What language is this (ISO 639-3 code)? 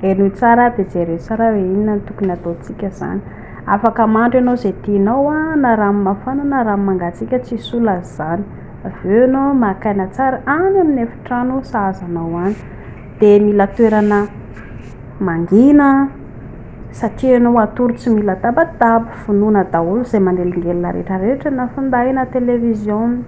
mlg